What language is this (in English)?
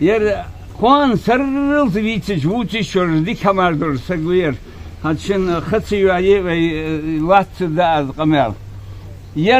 Ingush